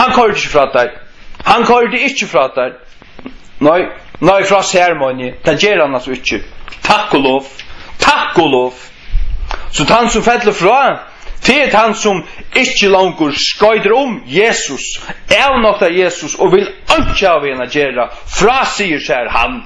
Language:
Faroese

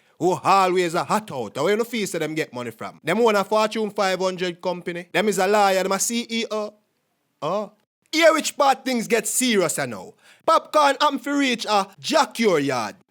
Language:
Jamaican Creole English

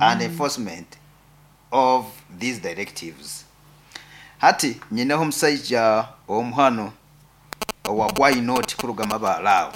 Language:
Nyoro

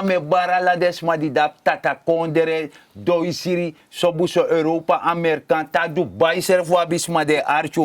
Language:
Sranan Tongo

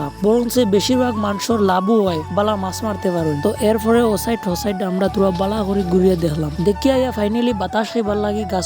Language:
Sylheti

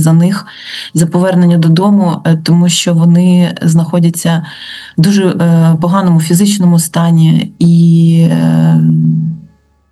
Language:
Ukrainian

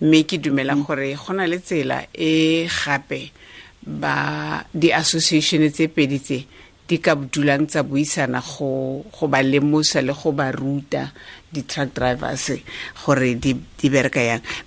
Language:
Southern Sotho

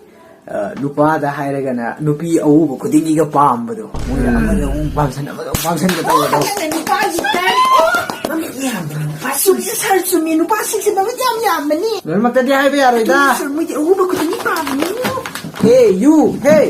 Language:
Manipuri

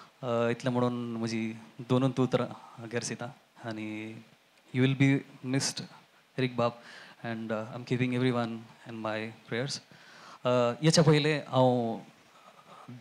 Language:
Konkani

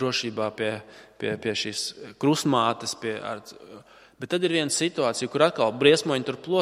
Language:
Latvian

